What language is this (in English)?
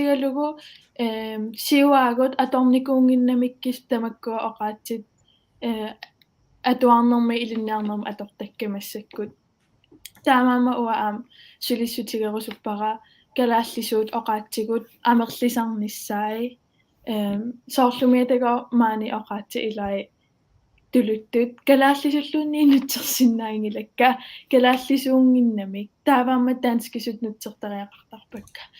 Kalaallisut